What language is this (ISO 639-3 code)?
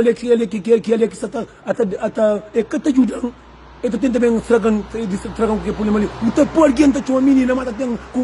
kea